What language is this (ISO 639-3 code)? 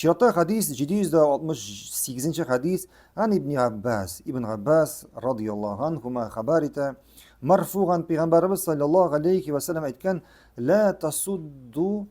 tat